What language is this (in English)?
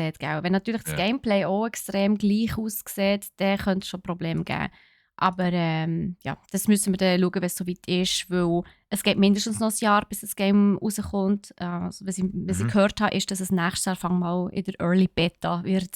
Swiss German